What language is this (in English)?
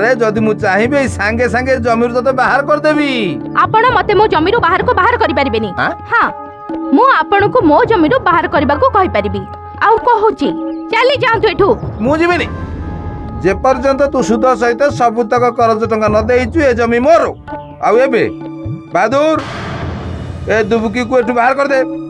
Odia